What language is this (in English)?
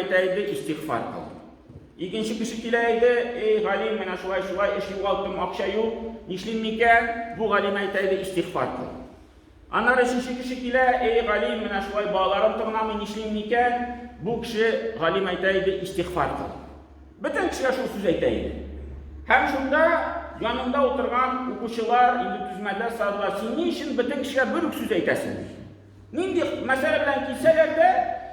Tatar